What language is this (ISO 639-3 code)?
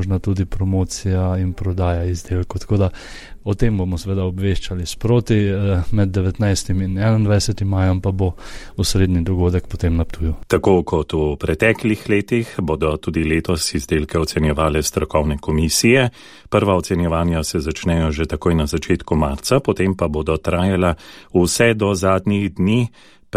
slv